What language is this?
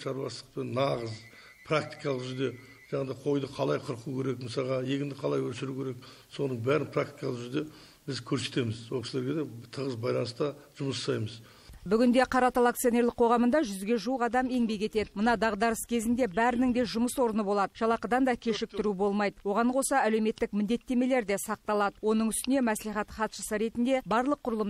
Kazakh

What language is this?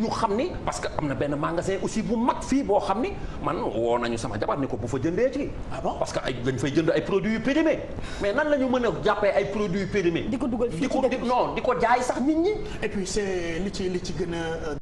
Wolof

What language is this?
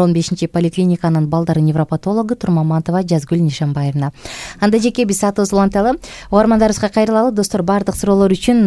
Kyrgyz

